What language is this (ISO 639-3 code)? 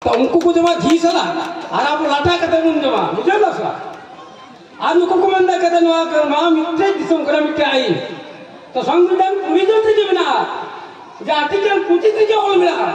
sat